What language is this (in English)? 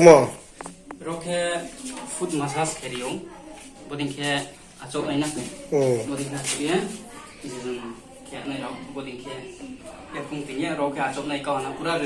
Riang (India)